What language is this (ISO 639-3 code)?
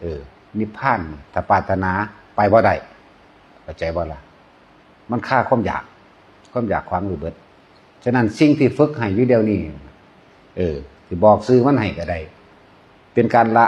tts